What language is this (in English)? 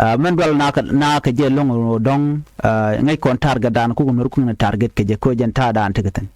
Nuer